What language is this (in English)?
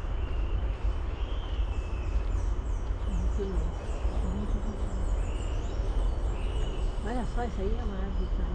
Portuguese